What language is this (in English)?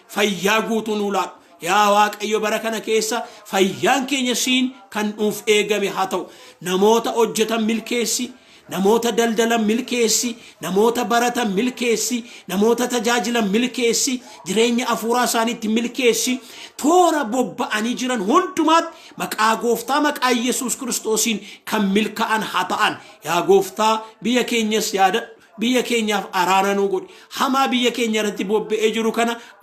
Oromo